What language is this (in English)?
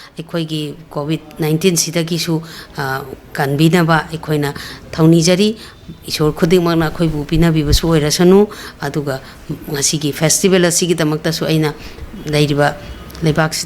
Manipuri